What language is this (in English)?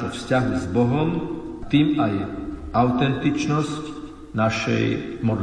Slovak